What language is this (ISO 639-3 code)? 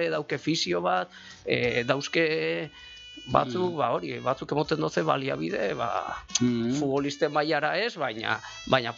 eus